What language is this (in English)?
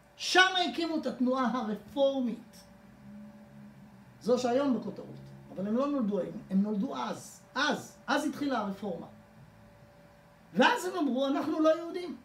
Hebrew